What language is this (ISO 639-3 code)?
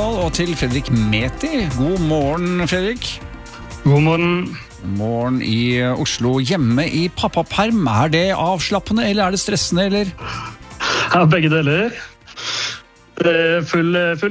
nor